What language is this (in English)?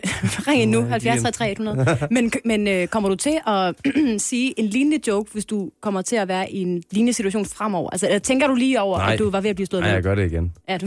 Danish